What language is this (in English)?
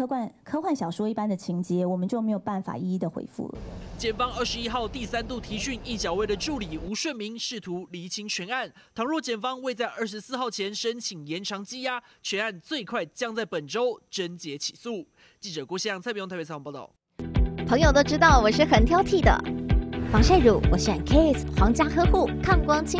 Chinese